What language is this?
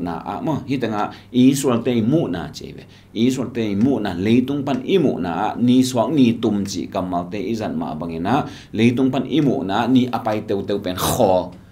Tedim Chin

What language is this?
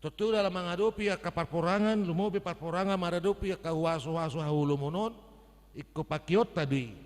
Batak Toba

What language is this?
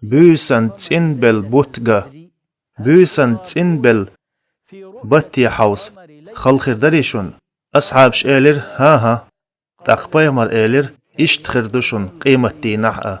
Chechen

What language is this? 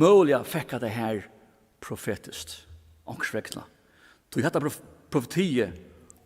Faroese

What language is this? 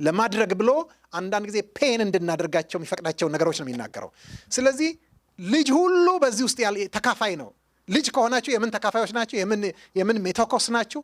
Amharic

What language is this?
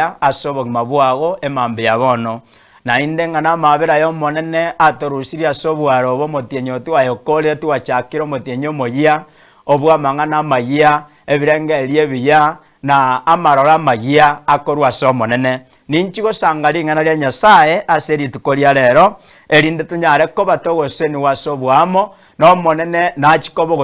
Gusii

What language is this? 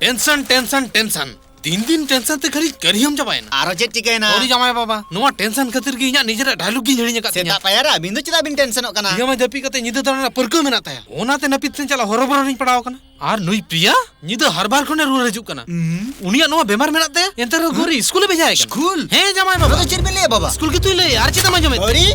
Santali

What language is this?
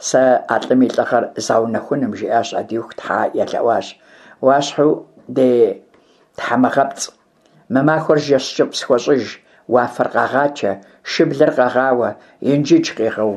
Kabardian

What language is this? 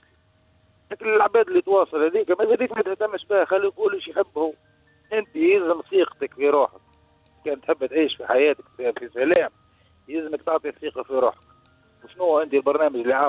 Tunisian Arabic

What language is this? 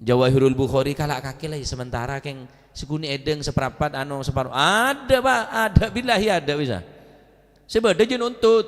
Madurese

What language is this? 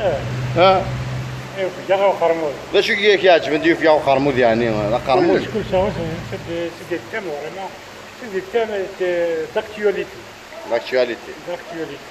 Kabyle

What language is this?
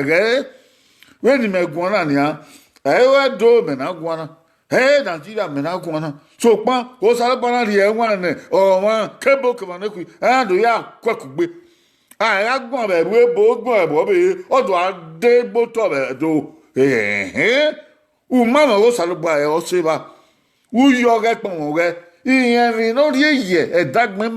Bini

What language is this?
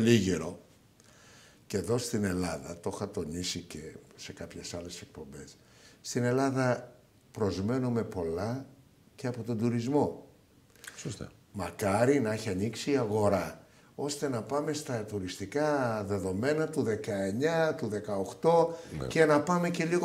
Greek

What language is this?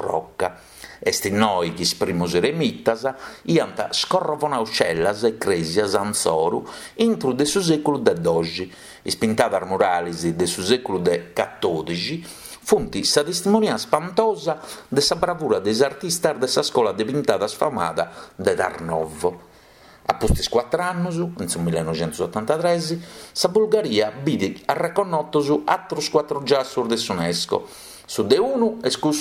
Sardinian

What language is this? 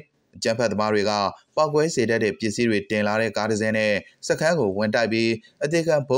Burmese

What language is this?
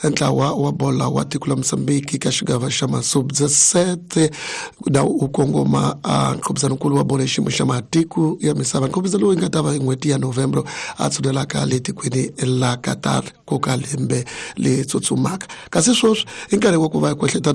Tsonga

